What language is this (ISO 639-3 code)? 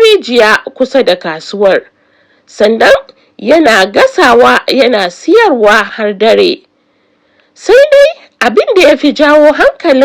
hau